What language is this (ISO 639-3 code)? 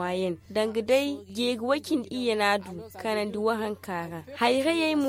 dje